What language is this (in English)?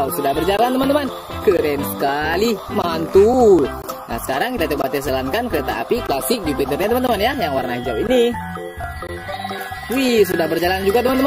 Indonesian